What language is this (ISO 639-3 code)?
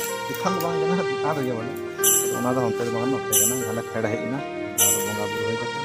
sat